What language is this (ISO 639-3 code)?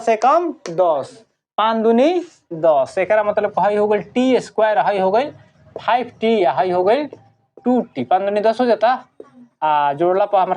bho